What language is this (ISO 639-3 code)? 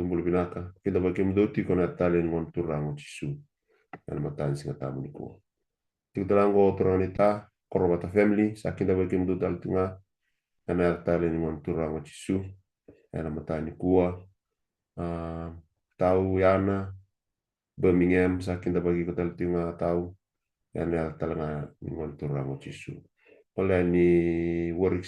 fij